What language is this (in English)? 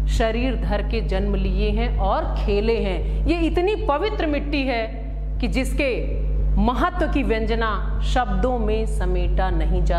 Hindi